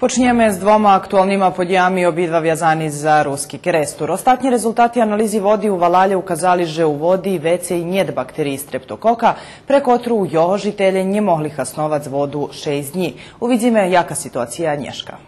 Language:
Rusyn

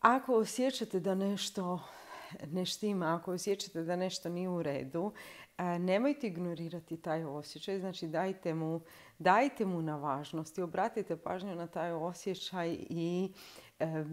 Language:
Croatian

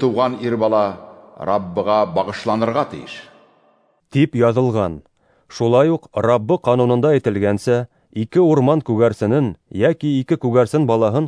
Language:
Bashkir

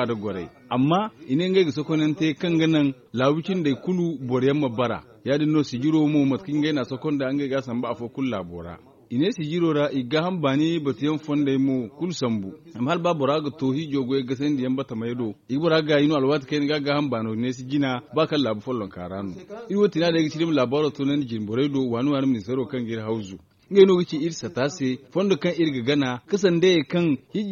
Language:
Zarma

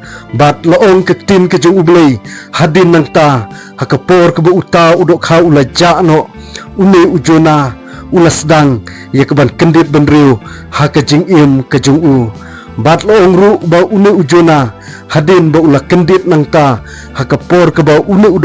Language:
Khasi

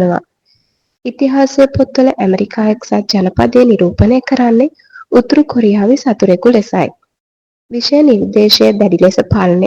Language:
Sinhala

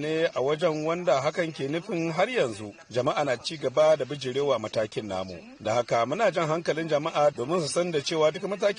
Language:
Hausa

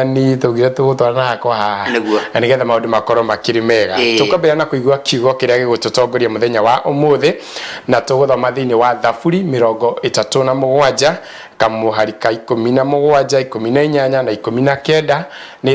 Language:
Kikuyu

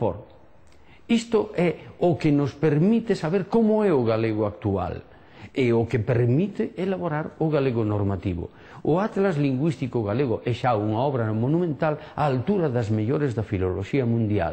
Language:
Galician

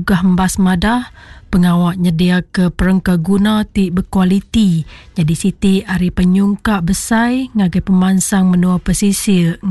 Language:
Iban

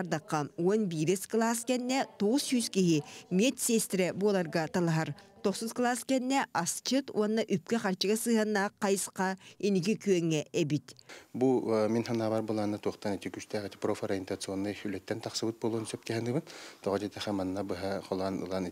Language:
Yakut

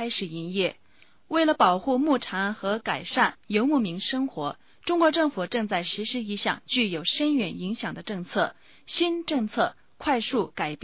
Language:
Chinese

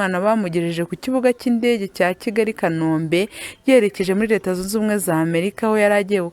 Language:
Kinyarwanda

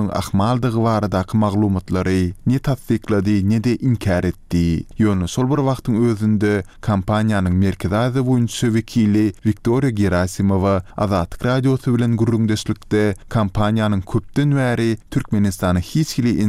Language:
Turkmen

